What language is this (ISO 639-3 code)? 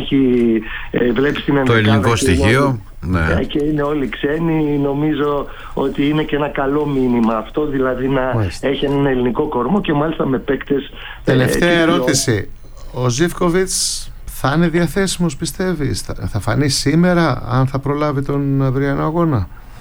ell